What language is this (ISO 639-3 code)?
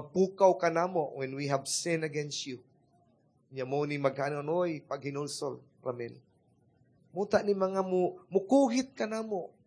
ceb